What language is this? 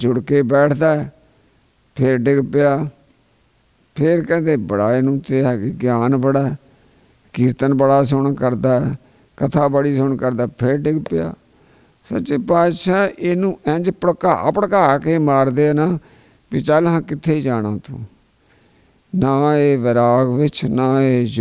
Punjabi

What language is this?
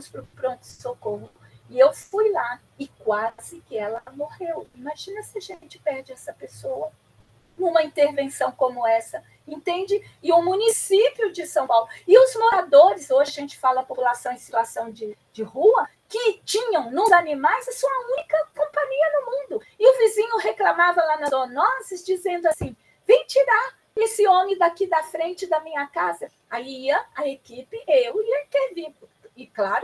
Portuguese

